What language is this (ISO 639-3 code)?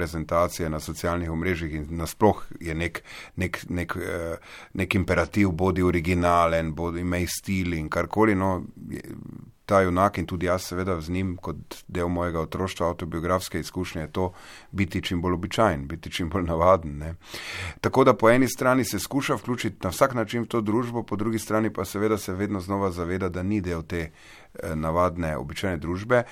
slv